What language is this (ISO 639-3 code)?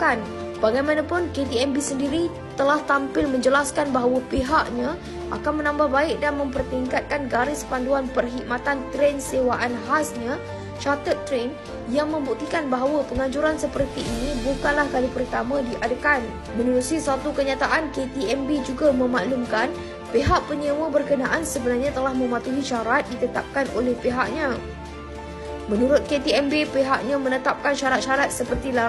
msa